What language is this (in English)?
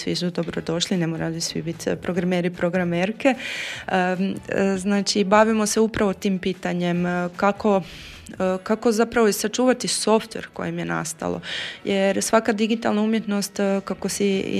Croatian